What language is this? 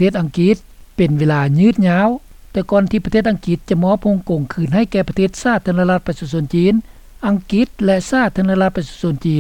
Lao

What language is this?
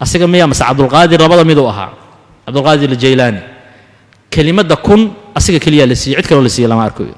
Somali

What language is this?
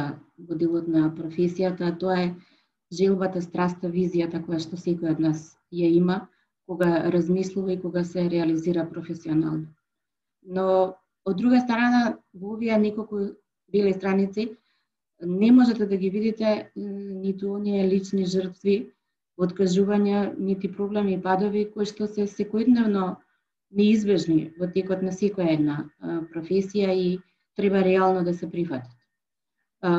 Macedonian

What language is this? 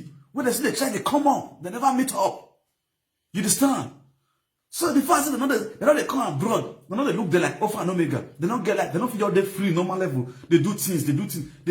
Nigerian Pidgin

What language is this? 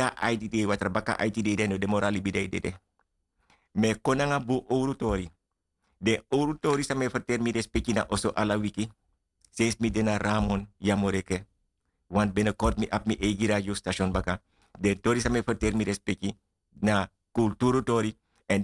Sranan Tongo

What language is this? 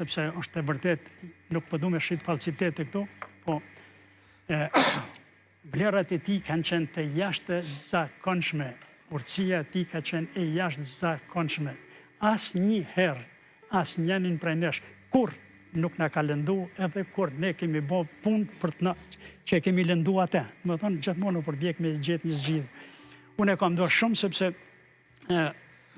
Albanian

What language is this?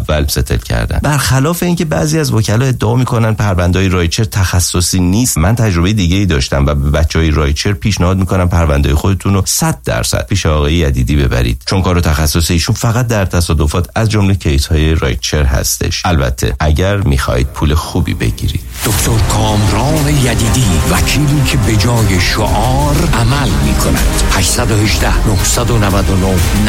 Persian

